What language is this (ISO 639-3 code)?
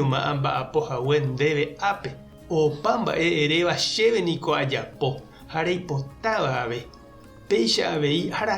grn